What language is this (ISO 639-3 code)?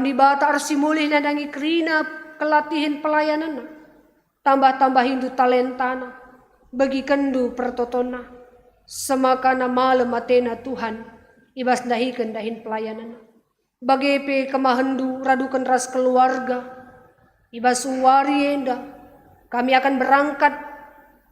btx